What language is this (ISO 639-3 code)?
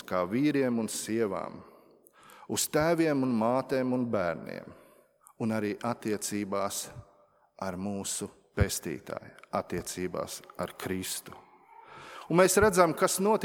lav